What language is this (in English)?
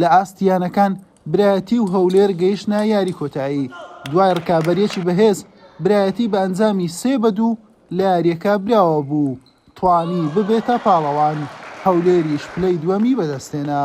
Central Kurdish